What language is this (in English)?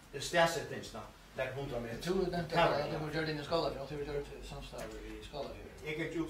Faroese